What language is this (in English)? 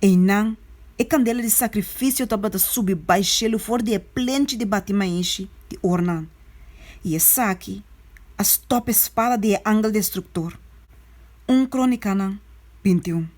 Papiamento